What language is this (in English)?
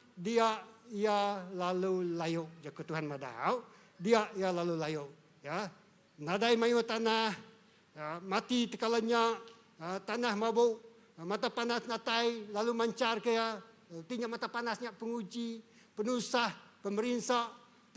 Iban